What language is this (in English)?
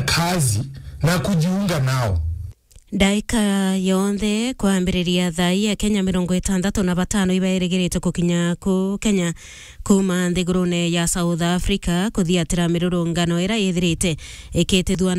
Meru